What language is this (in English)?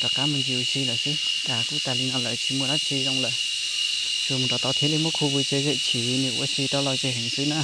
Hmong